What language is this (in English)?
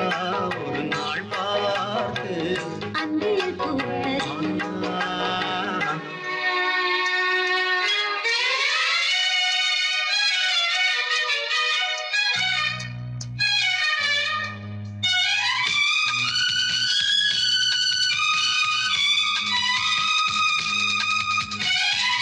Tamil